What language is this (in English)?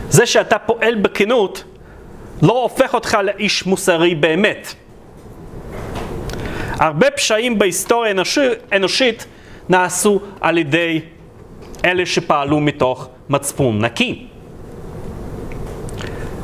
Hebrew